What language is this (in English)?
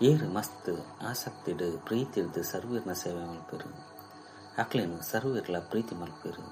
Tulu